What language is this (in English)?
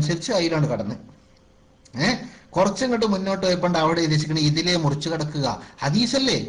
Malayalam